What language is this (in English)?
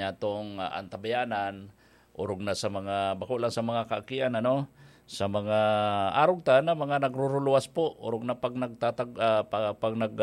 Bikol